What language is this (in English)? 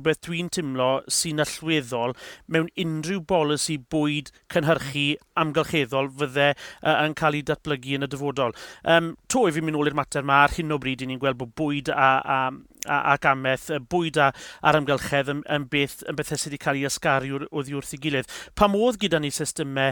Welsh